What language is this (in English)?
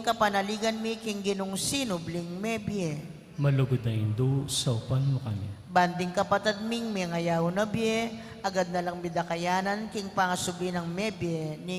Pampanga